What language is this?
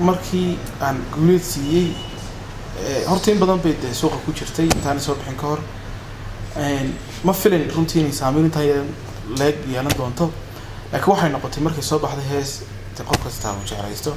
Somali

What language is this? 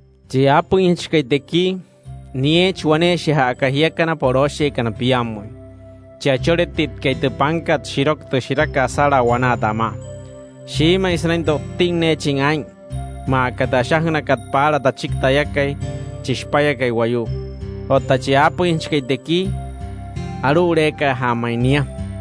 Wayuu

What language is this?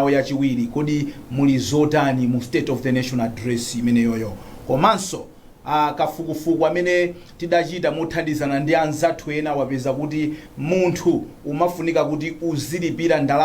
Nyanja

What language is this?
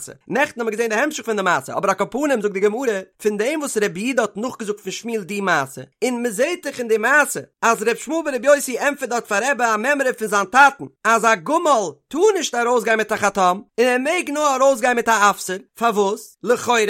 Yiddish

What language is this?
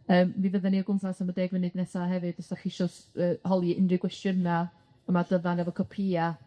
Welsh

